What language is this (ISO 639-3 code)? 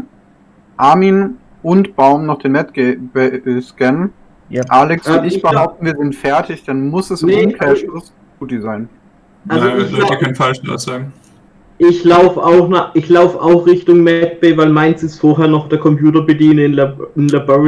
gsw